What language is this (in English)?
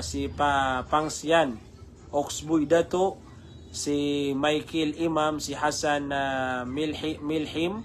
Maranao